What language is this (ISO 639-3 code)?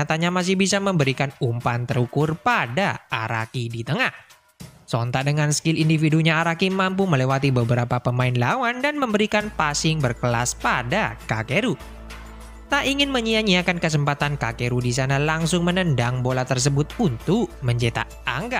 ind